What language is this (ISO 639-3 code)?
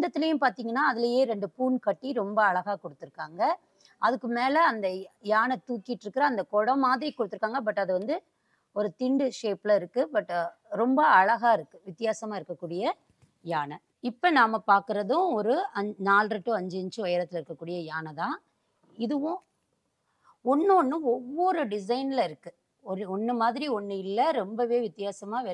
tam